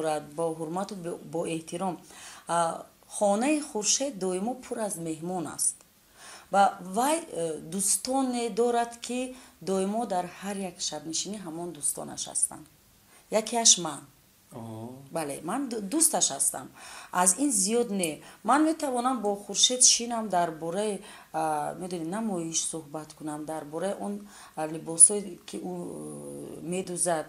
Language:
Tajik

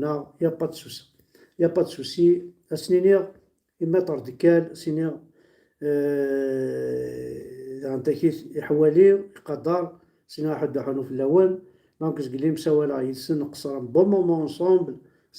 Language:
Kabyle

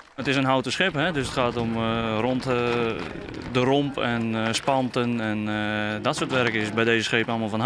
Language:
Western Frisian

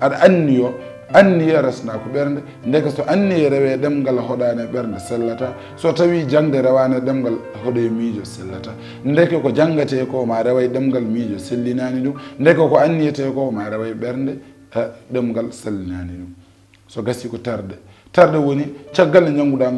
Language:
Fula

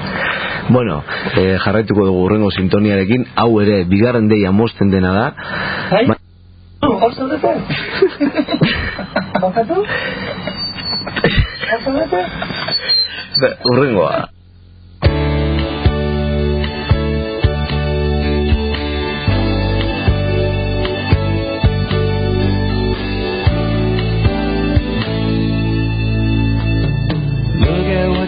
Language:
Basque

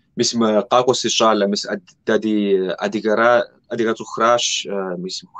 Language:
Kabardian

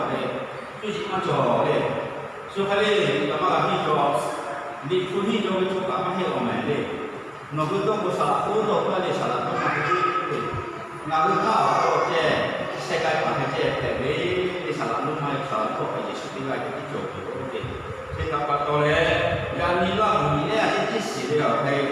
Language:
Lahu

